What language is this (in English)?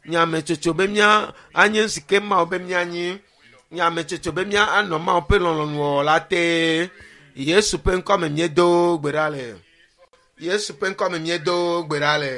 Ewe